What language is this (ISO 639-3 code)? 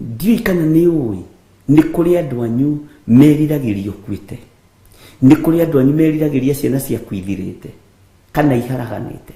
kik